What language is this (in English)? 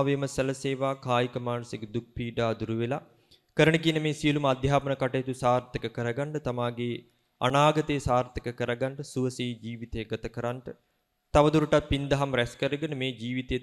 Sinhala